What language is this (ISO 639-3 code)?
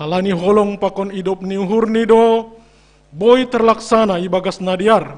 bts